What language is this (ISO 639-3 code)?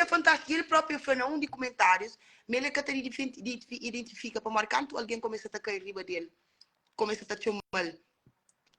kea